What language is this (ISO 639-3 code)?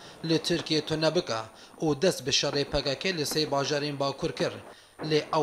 kur